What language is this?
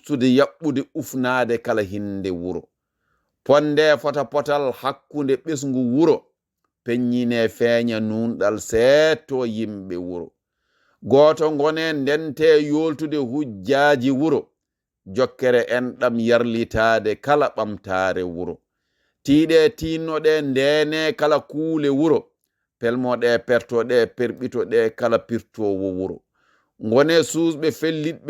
Fula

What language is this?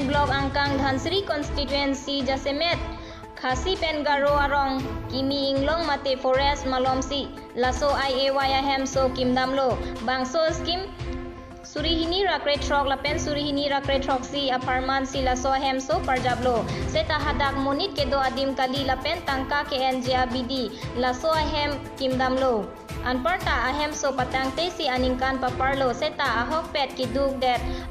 Karbi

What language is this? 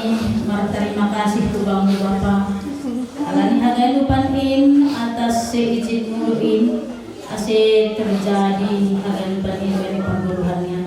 Batak Simalungun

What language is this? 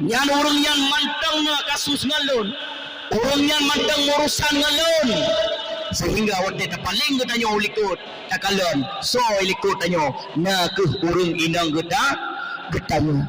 Achinese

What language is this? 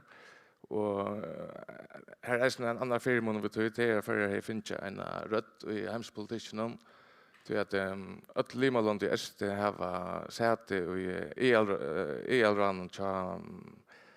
Faroese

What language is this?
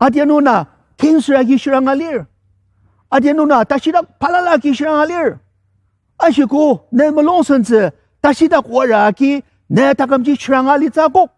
Ao Naga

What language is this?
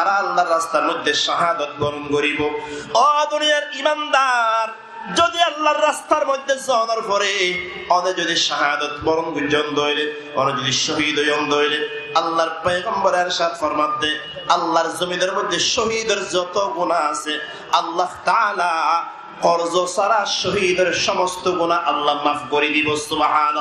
Rohingya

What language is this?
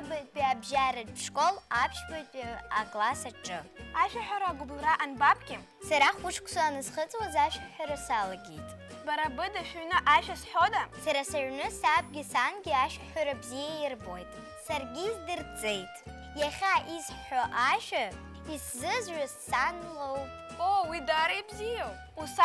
Abkhazian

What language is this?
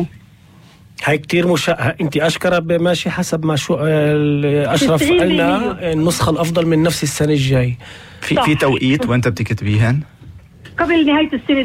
North Levantine Arabic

